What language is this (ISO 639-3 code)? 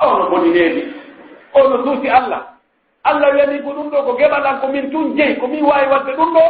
fuf